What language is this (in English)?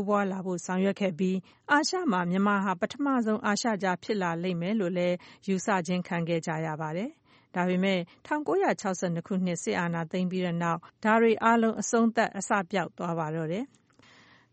Burmese